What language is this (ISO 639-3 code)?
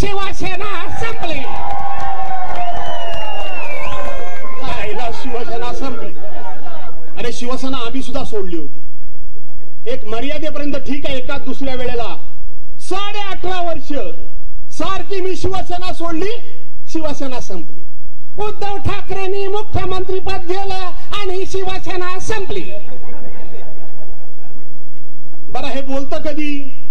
mar